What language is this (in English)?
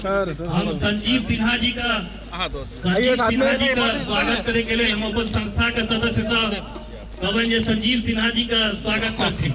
Maithili